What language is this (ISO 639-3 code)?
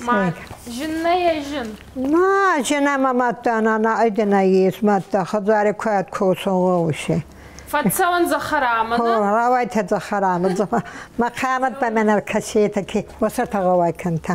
oss